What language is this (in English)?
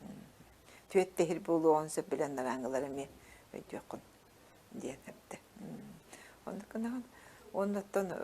Yakut